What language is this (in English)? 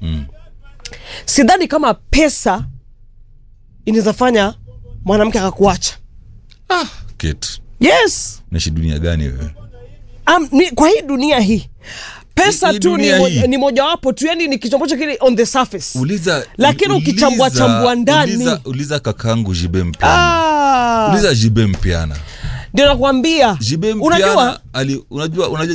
Swahili